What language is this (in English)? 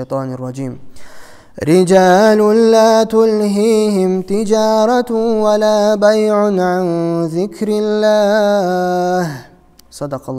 Kumyk